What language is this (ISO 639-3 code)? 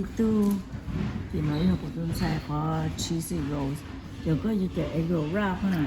hmn